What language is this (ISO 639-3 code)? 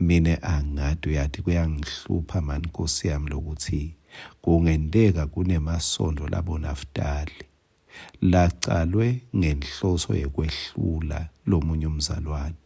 ssw